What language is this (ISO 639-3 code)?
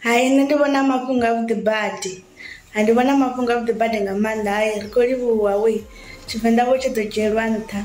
ven